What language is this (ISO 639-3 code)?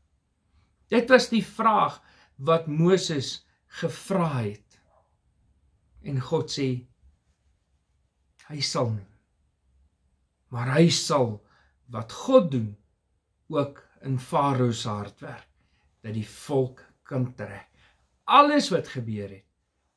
afr